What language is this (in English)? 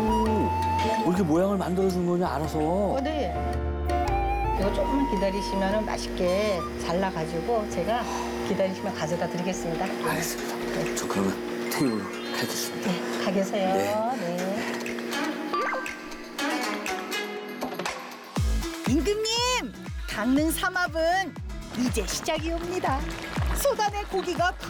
Korean